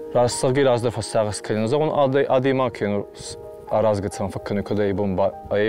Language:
Ossetic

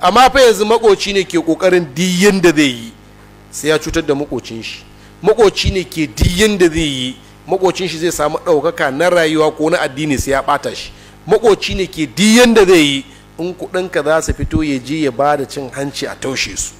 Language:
Hausa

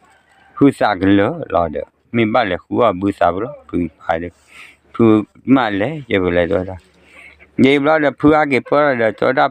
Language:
S'gaw Karen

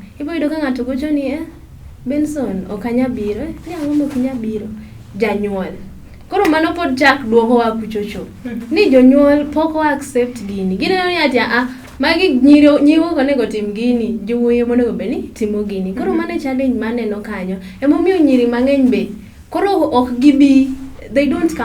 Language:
Luo (Kenya and Tanzania)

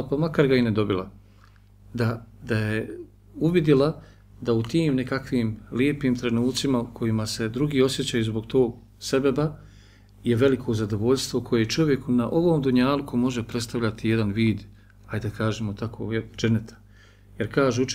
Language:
Bosnian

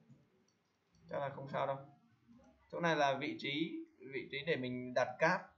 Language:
Vietnamese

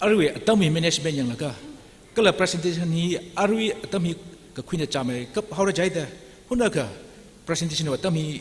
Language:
Tangkhul Naga (India)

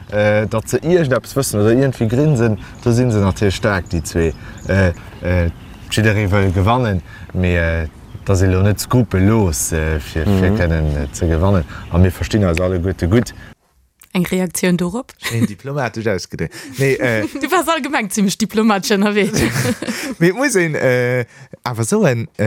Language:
Luxembourgish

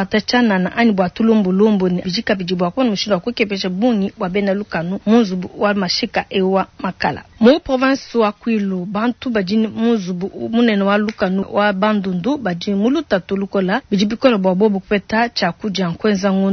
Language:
Luba-Lulua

